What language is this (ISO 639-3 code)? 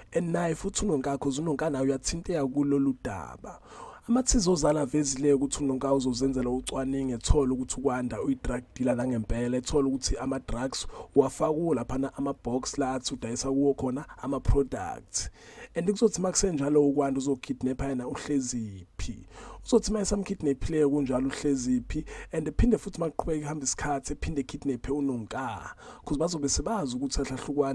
zul